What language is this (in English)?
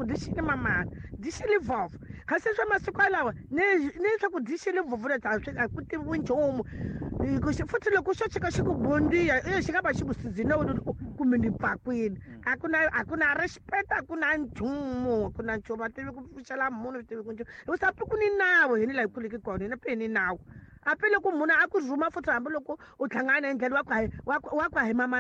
Tsonga